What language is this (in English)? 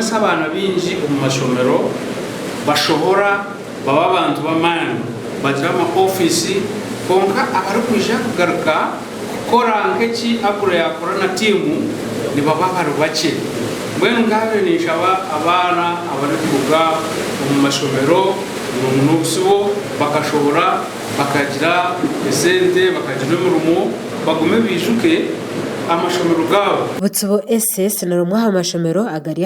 Nyankole